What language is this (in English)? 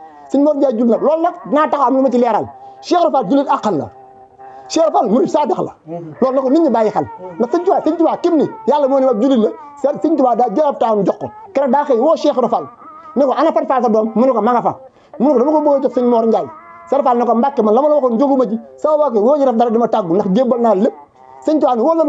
Wolof